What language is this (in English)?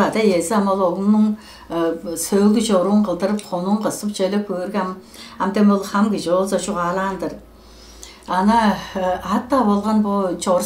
Tuvinian